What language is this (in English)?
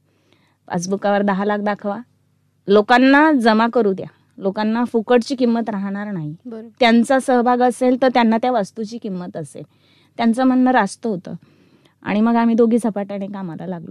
Marathi